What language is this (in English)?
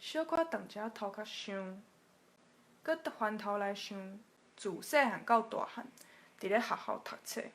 Min Nan Chinese